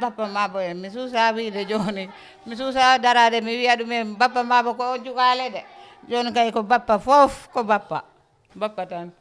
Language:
Fula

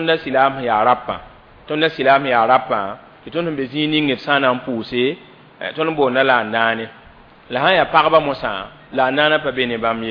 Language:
Mossi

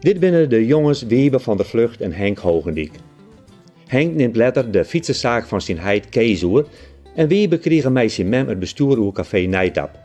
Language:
Western Frisian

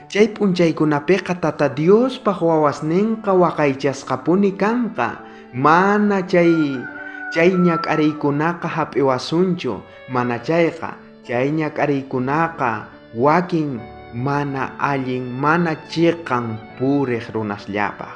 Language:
South Bolivian Quechua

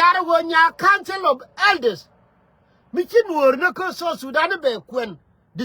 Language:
Nuer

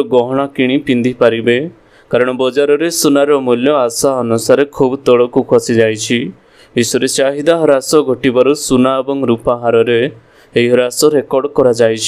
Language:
Odia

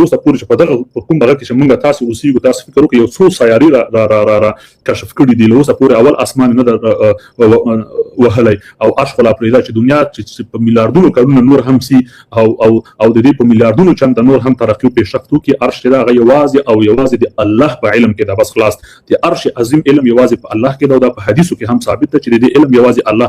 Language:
Pashto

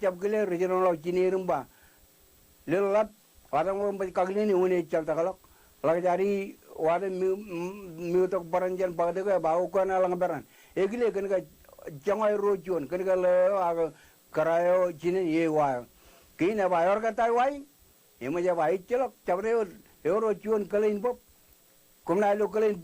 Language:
Marshallese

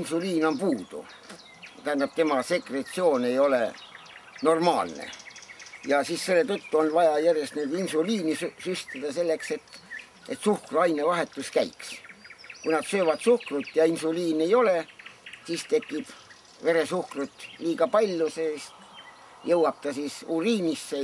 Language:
Estonian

